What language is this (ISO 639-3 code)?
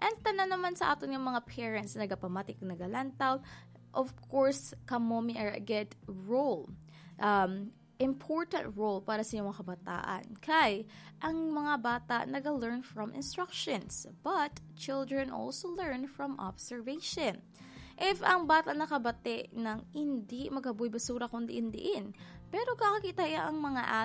hil